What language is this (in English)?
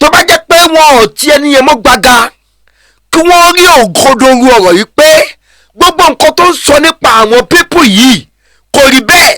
Yoruba